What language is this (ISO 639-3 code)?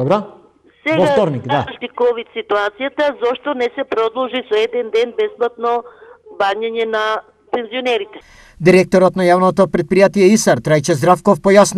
mkd